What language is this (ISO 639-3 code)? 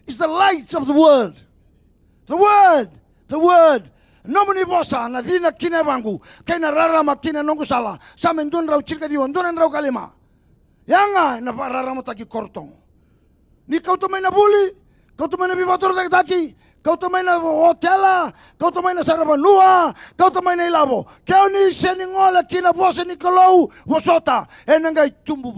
fij